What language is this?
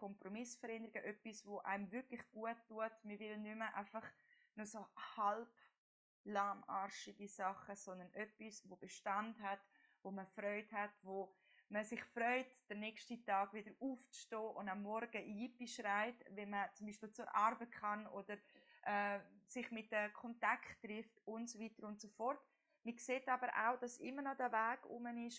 Swiss German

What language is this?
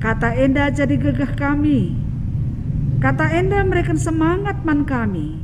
Batak Karo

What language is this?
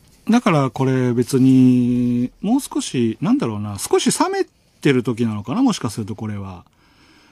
Japanese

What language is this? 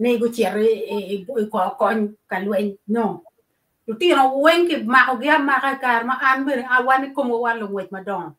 Acoli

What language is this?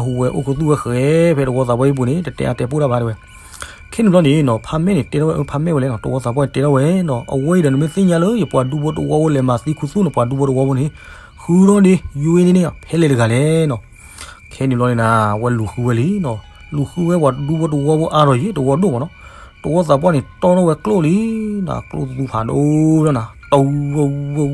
S'gaw Karen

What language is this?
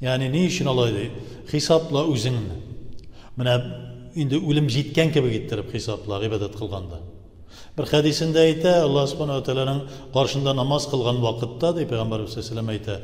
Tatar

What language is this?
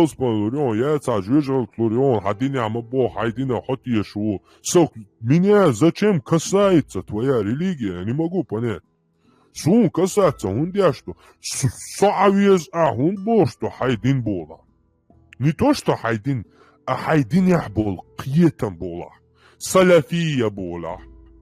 Chechen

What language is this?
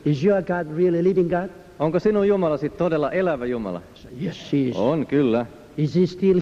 Finnish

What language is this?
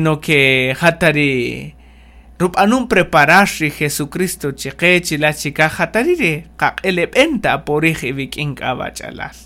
Kaqchikel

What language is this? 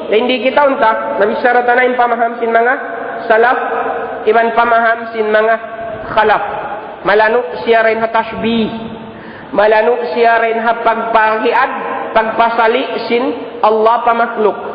Tausug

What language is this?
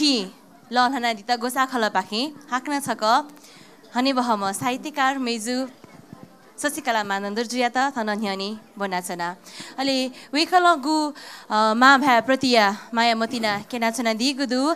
Newari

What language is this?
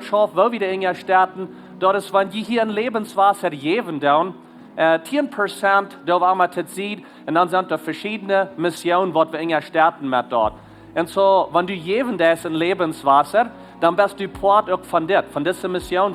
Plautdietsch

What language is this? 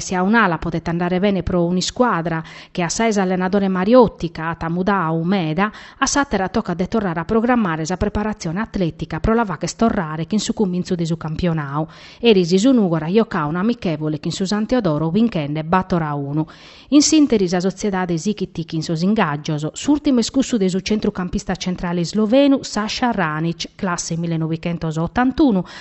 Sardinian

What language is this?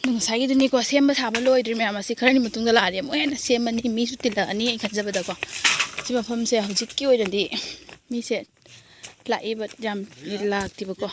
Manipuri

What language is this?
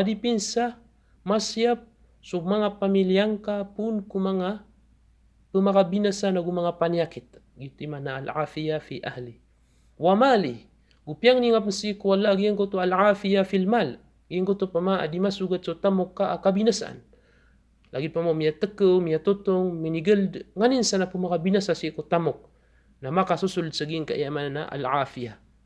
Maranao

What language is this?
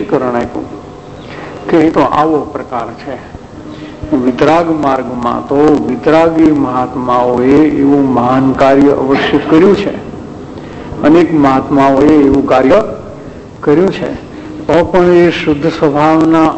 Gujarati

